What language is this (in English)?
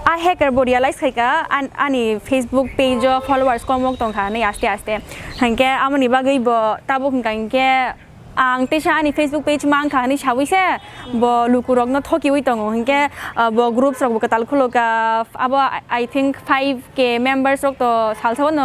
Kok Borok